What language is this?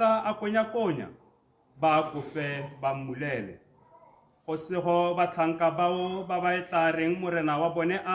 Tswana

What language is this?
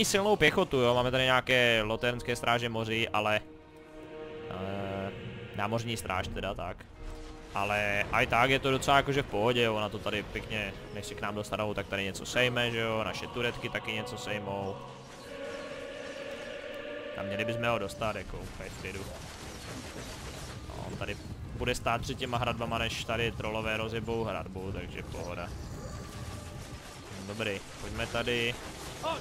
Czech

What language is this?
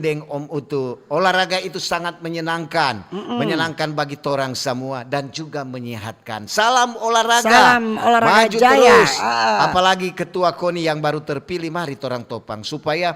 Manado Malay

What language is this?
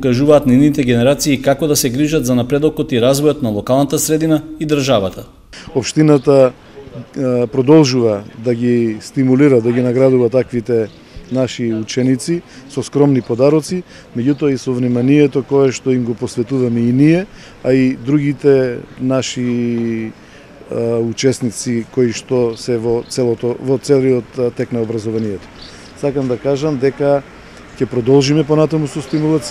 Macedonian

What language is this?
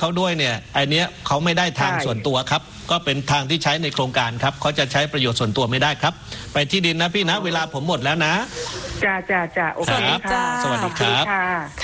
Thai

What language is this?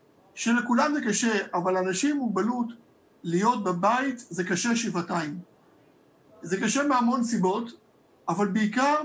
Hebrew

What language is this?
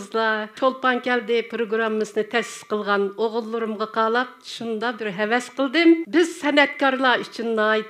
Uyghur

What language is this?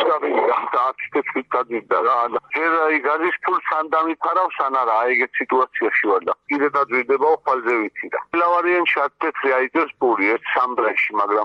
Georgian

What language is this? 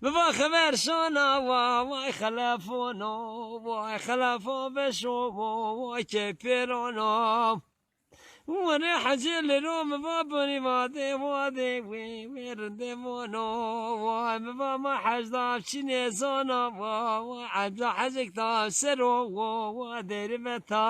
Zaza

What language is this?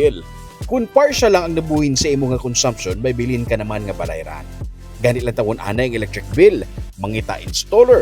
Hiligaynon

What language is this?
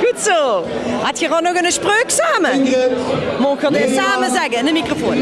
Limburgish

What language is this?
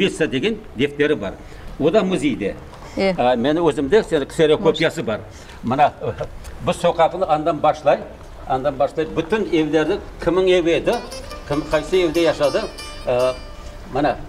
Crimean Tatar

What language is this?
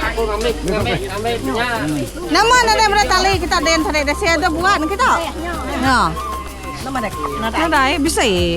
Iban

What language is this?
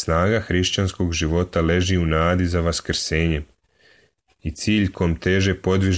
Serbian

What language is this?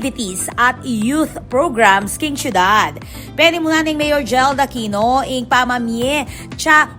Pampanga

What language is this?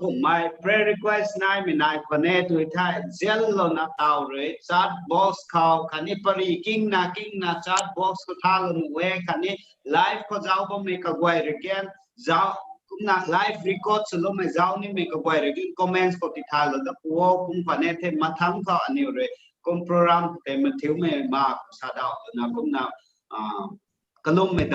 Rongmei Naga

